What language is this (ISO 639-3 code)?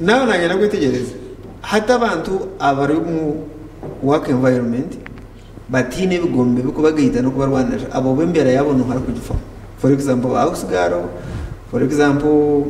nyn